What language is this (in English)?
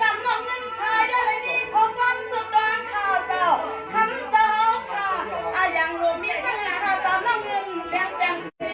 Shan